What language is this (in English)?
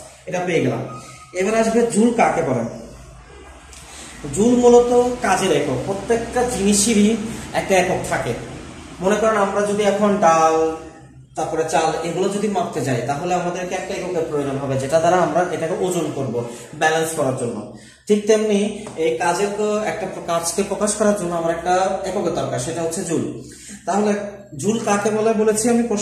Bangla